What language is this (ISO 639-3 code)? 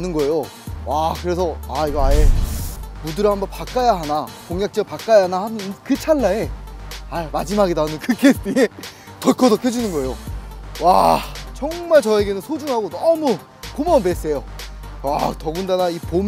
kor